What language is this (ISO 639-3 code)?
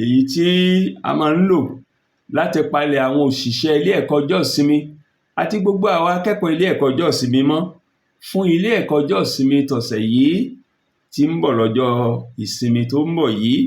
yor